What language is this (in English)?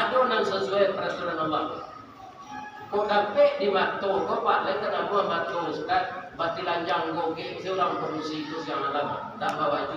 Minangkabau